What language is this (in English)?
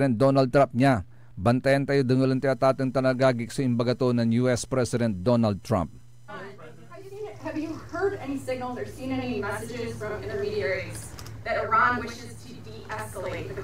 Pangasinan